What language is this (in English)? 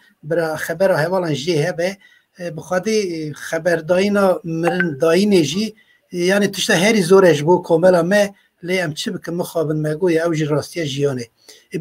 Kurdish